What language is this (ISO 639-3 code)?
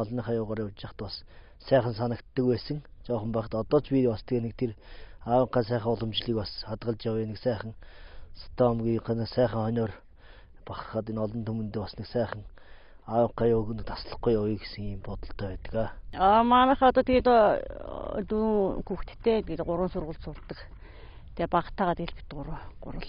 mon